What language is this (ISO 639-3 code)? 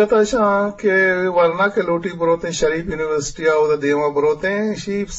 bgp